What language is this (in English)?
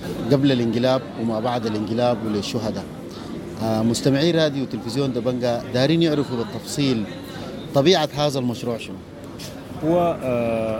Sudanese Arabic